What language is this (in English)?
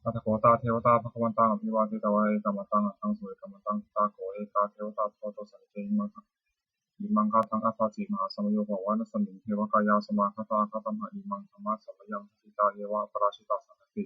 Pali